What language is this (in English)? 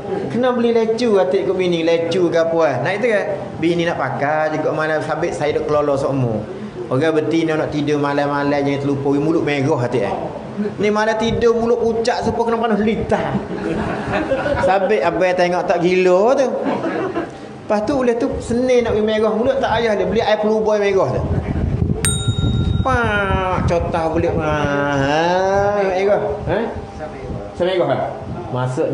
Malay